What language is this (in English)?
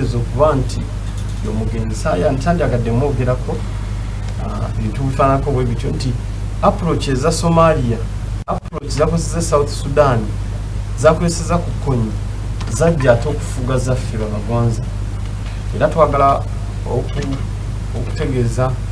Ganda